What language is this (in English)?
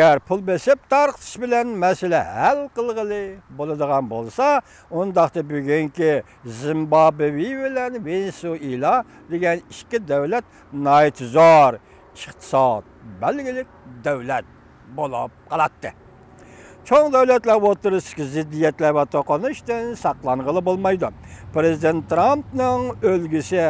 Uyghur